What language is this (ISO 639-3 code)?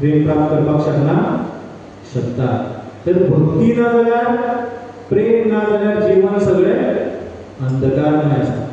kok